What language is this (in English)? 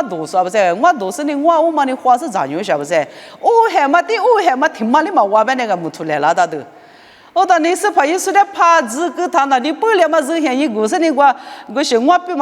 Lisu